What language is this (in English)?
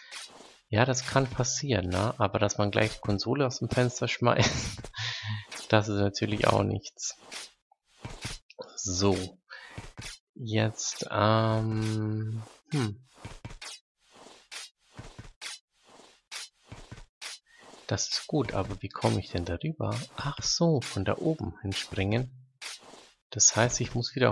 German